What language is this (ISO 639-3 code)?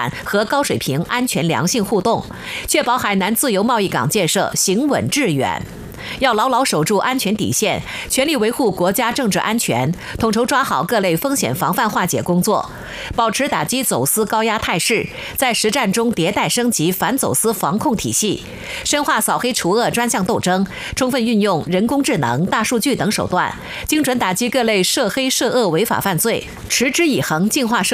zho